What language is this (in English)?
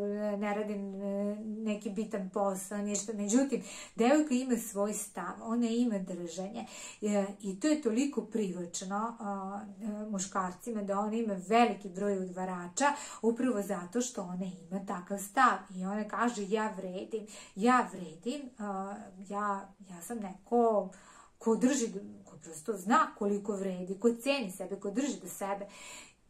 Serbian